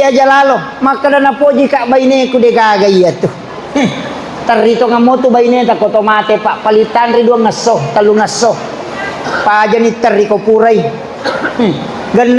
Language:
Buginese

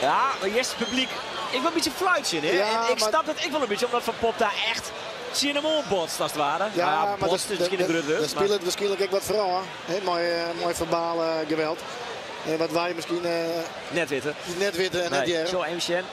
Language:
Western Frisian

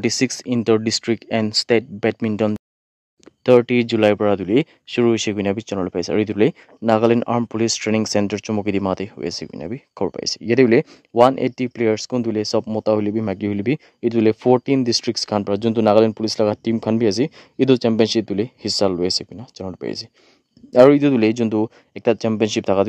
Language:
Naga Pidgin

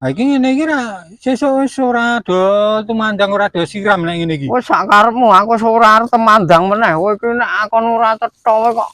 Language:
Javanese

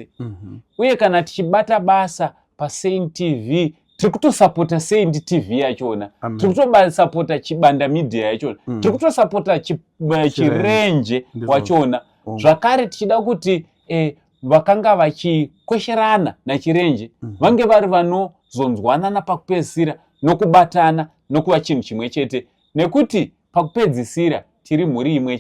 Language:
Shona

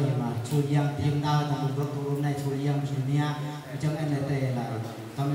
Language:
Eastern Bru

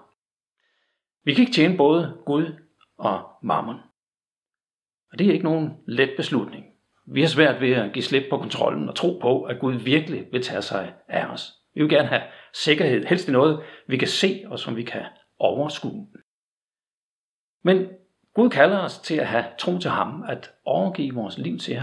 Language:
Danish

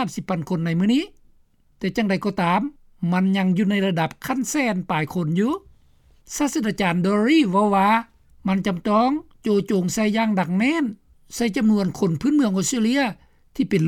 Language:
Lao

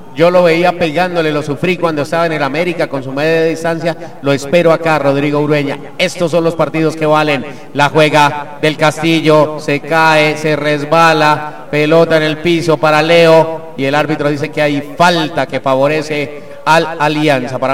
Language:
Spanish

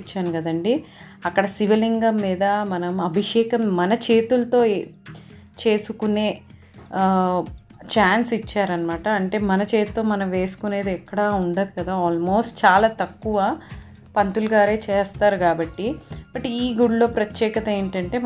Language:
Telugu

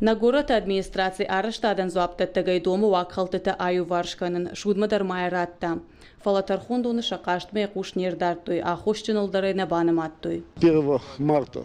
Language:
Ossetic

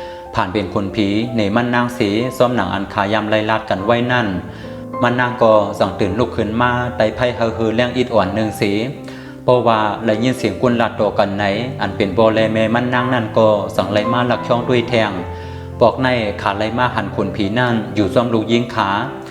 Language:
Shan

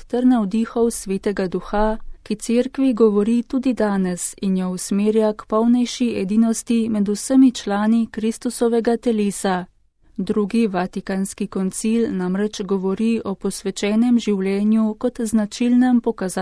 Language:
Slovenian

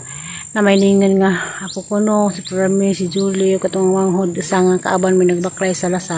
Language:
Cebuano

